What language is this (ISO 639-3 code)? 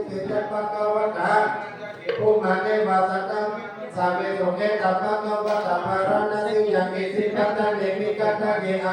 pli